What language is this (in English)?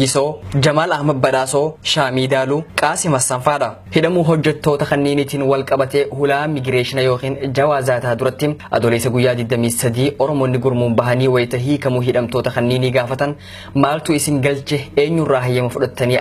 Oromo